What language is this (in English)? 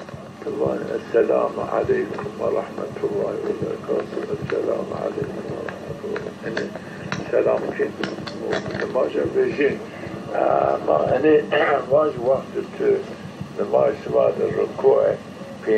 Zaza